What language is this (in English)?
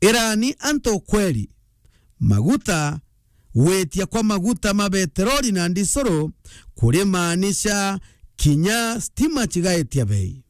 Meru